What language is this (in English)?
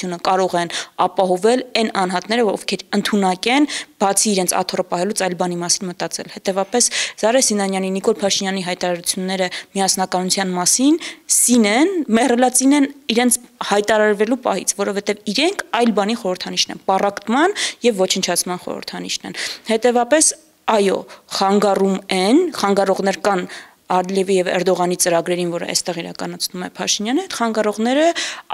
Armenian